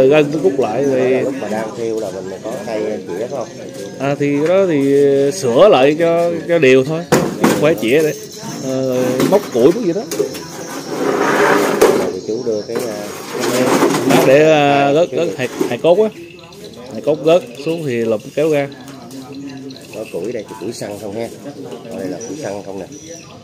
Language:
Vietnamese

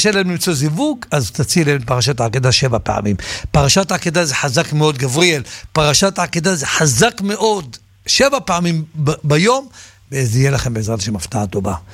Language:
Hebrew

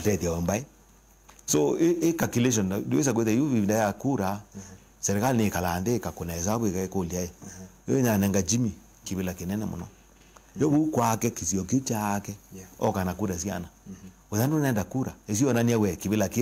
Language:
Kamba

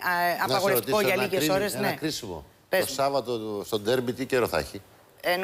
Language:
Greek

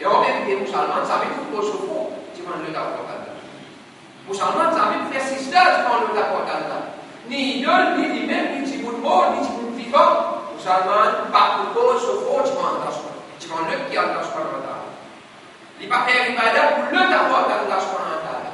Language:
Morisyen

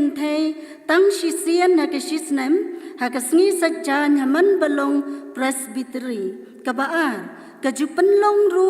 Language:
Khasi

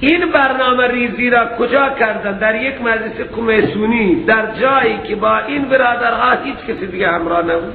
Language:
Persian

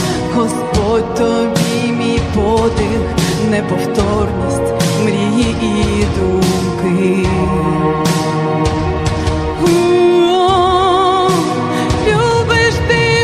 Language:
Ukrainian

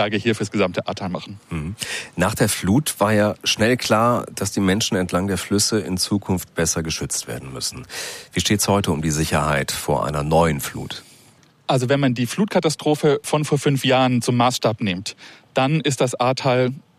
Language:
German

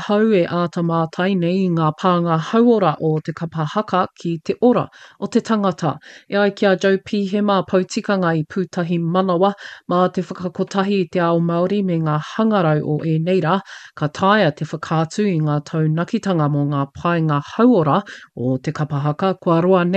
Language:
Māori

